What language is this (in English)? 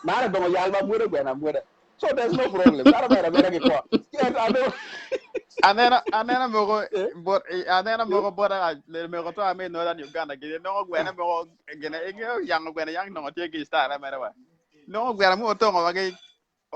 Acoli